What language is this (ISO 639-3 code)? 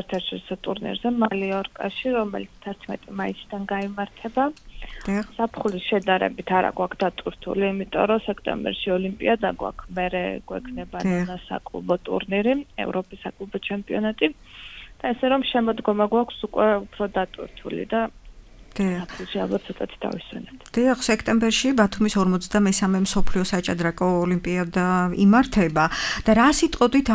kat